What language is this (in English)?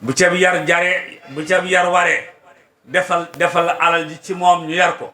Wolof